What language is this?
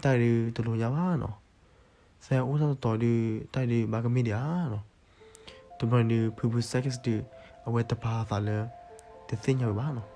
S'gaw Karen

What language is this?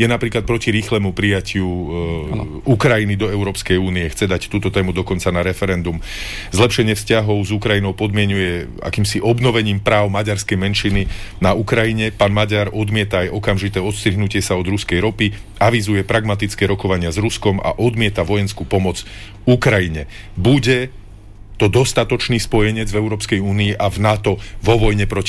Slovak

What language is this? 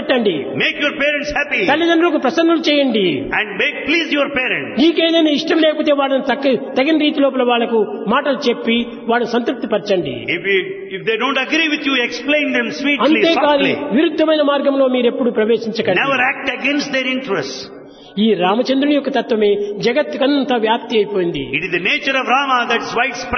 Telugu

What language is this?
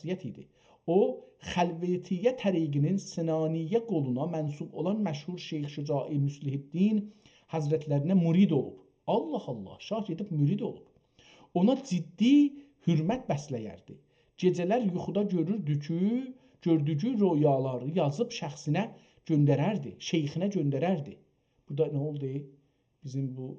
South Azerbaijani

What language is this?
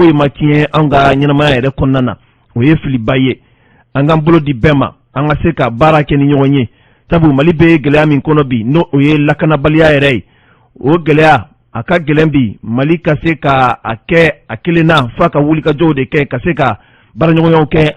Bambara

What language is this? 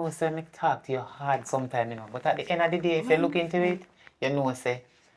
Jamaican Creole English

